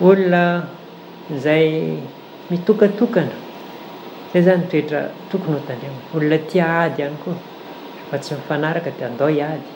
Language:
Malagasy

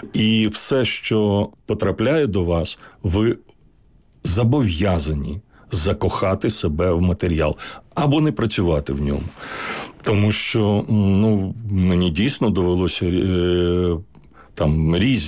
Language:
Ukrainian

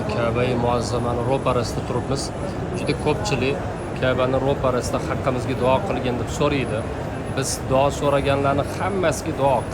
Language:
Uzbek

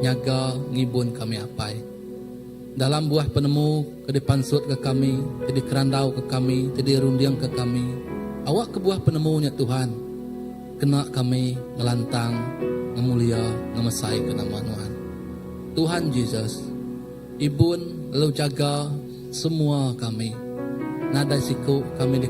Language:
Iban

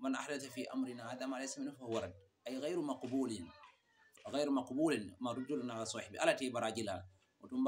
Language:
Mandingo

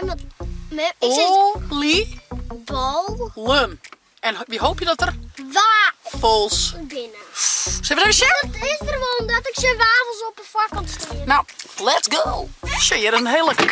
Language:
Western Frisian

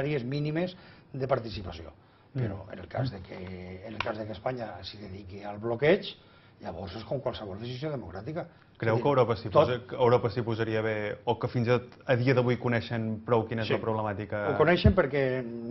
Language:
Catalan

